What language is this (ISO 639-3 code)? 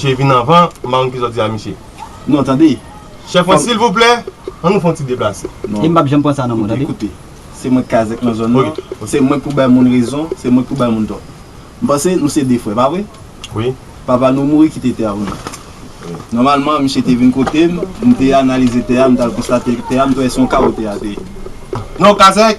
hat